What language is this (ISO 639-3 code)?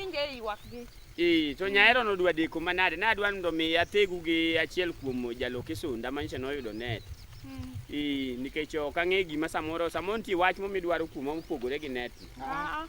luo